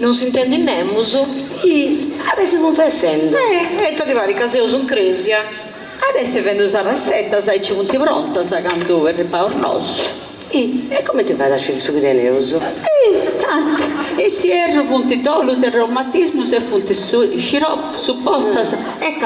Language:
Sardinian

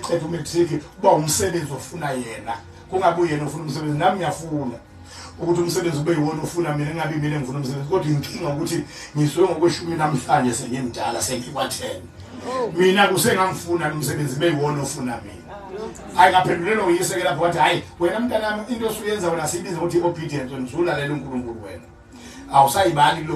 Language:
Zulu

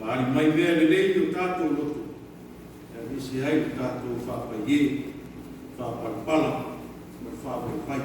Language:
Samoan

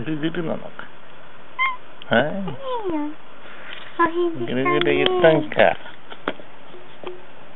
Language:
Japanese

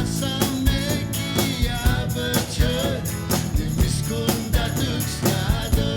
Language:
Atikamekw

